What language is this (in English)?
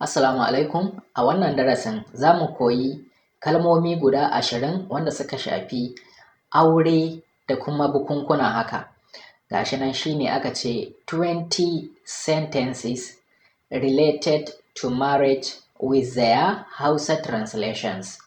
Hausa